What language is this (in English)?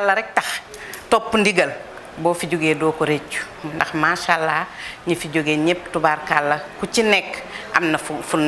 Wolof